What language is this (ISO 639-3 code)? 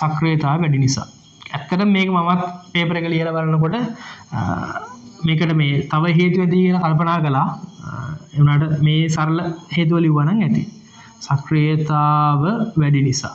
sin